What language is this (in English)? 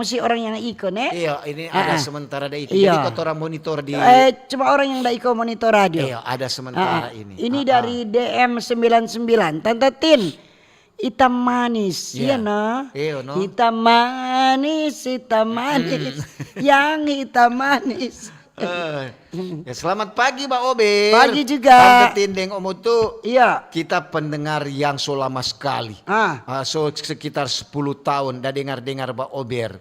Manado Malay